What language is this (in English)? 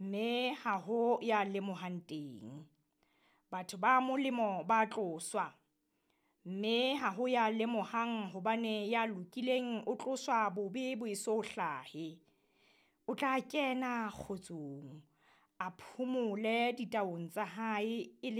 Southern Sotho